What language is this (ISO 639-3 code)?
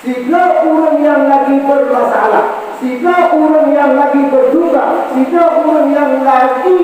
ace